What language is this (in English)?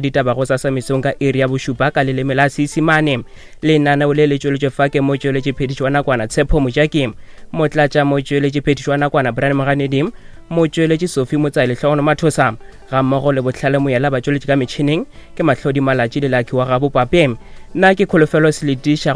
Northern Sotho